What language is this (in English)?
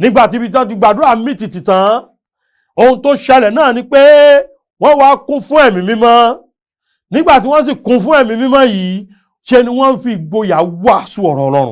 Yoruba